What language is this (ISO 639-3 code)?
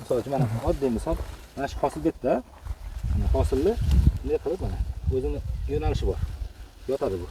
uzb